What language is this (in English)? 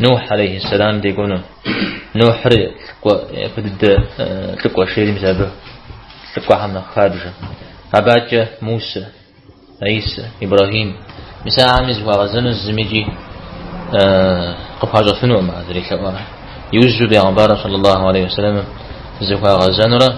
Kabardian